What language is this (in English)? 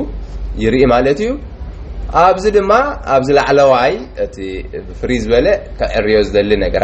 Tigrinya